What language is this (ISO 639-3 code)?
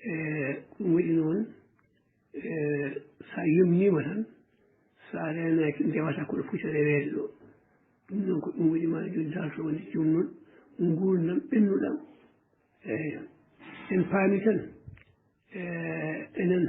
ful